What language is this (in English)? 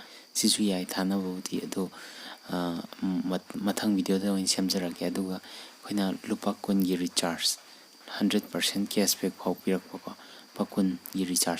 Manipuri